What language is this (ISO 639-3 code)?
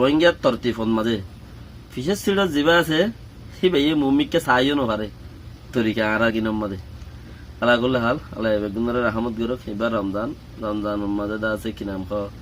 rhg